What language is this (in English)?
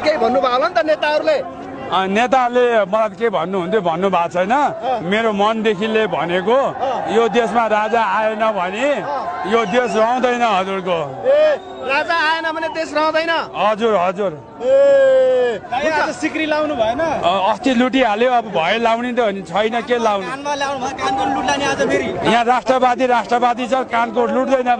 Nepali